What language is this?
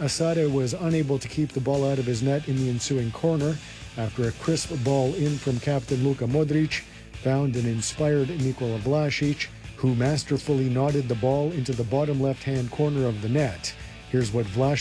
English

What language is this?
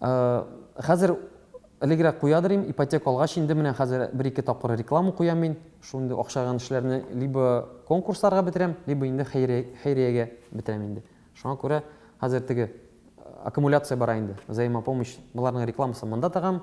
Tatar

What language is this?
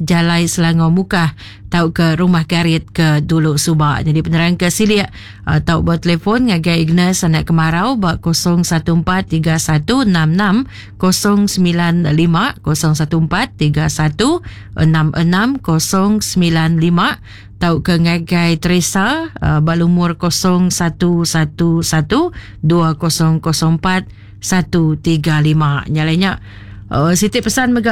Iban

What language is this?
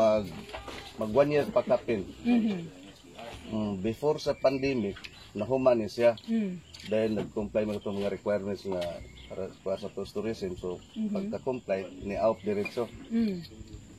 Cebuano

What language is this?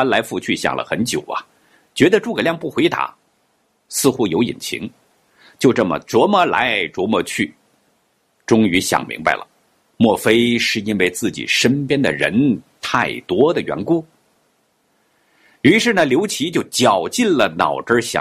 Chinese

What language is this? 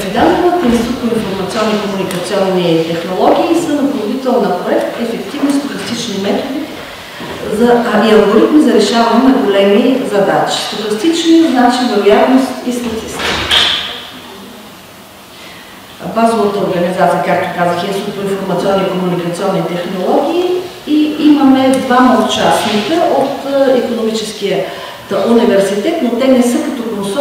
Bulgarian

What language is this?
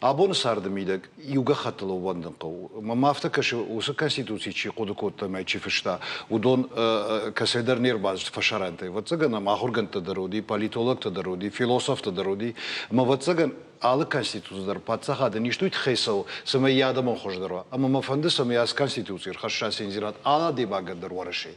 Ossetic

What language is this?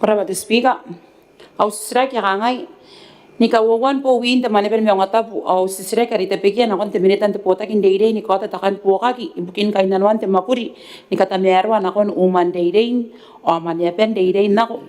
Gilbertese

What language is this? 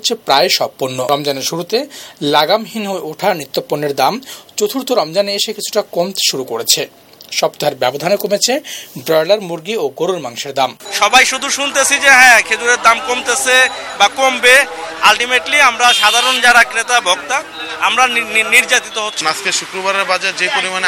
Bangla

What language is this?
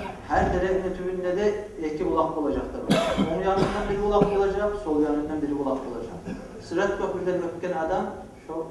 Kumyk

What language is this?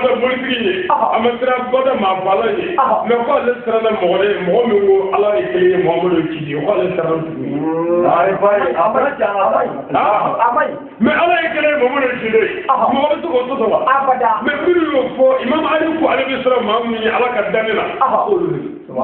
Bambara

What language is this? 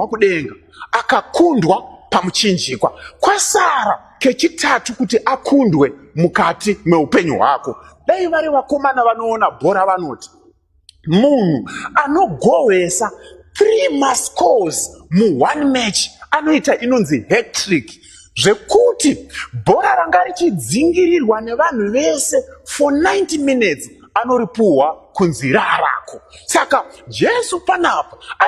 Shona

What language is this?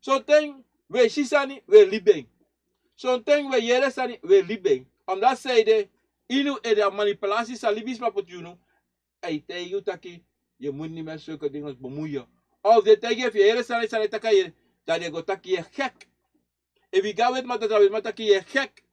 Sranan Tongo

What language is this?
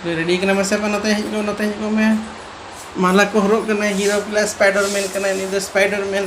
Santali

